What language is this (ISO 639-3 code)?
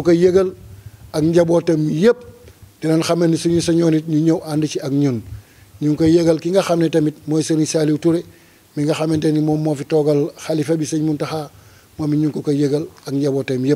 wol